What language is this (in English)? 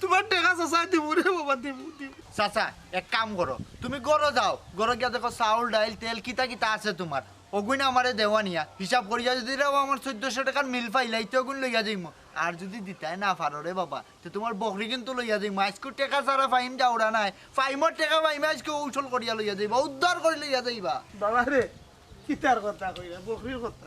Sylheti